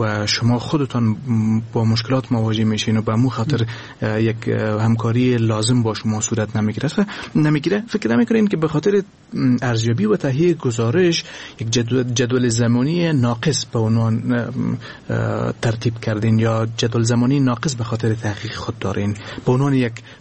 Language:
Persian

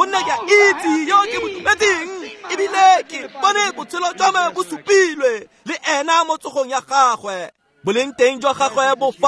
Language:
Tswana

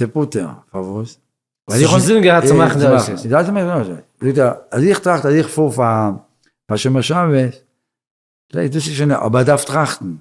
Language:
Yiddish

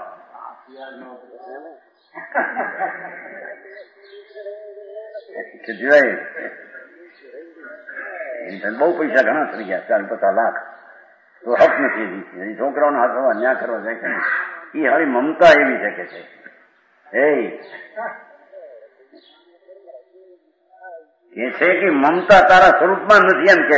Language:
Gujarati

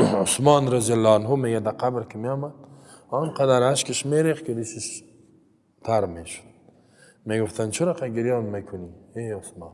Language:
Persian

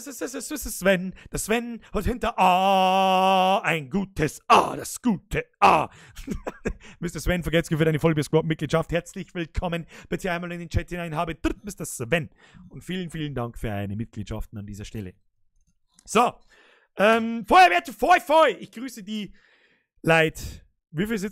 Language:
Bavarian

